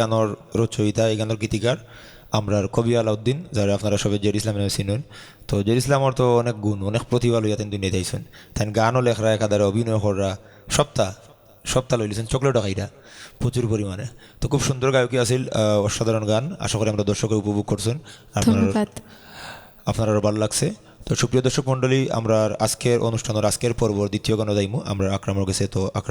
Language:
Sylheti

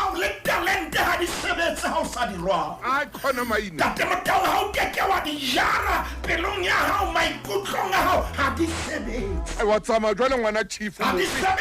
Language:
Southern Sotho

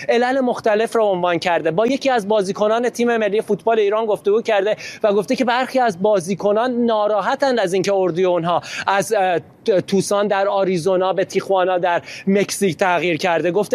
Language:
Persian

